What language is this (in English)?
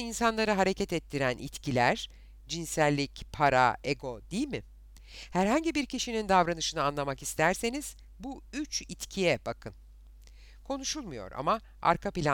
Turkish